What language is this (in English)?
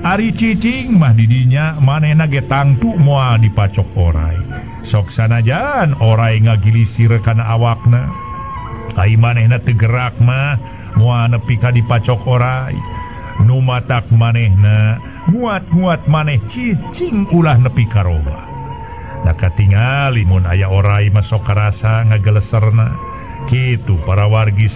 Sundanese